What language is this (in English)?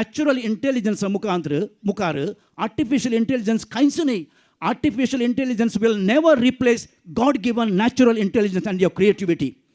Konkani